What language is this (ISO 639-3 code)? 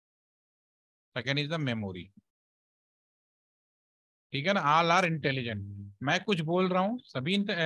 hin